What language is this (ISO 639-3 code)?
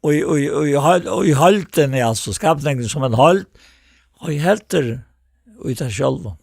fao